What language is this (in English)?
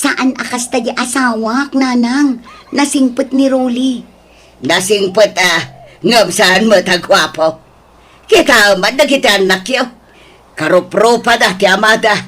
Iloko